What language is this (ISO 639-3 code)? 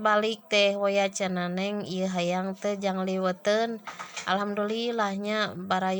sun